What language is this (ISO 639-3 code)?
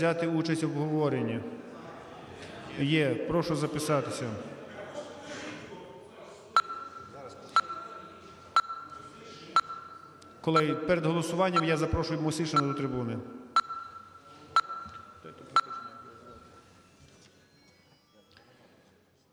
ukr